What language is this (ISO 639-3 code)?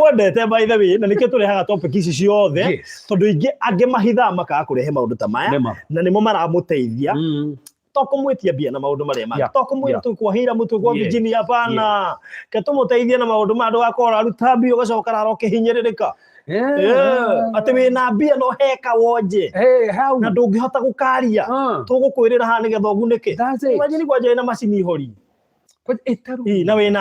kik